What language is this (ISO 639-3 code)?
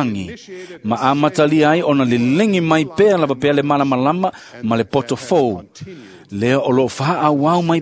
smo